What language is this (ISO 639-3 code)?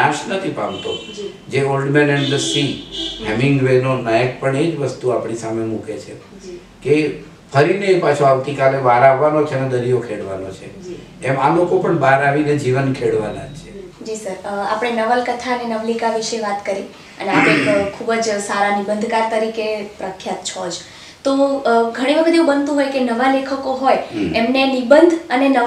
guj